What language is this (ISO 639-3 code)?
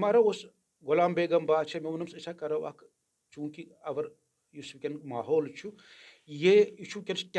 kas